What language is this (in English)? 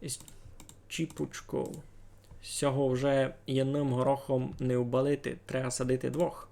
Rusyn